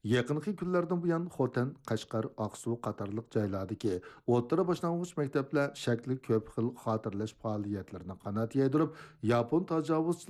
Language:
Uyghur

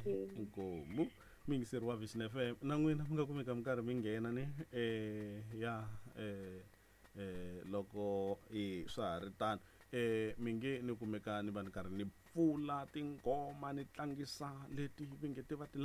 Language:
Tsonga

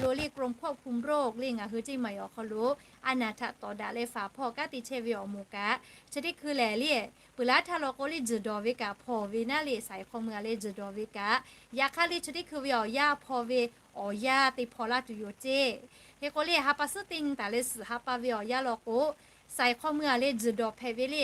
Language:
Lahu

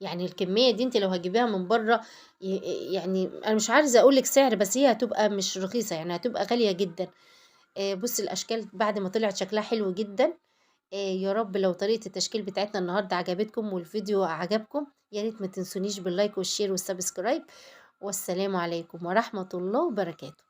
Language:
Egyptian Arabic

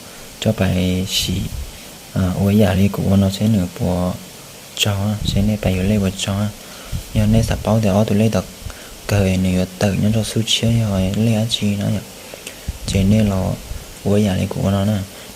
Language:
Hmong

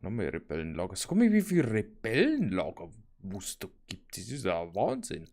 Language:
Bavarian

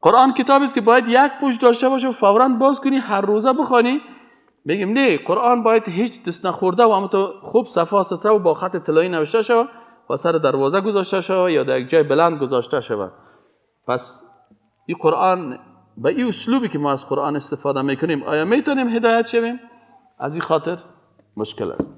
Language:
Persian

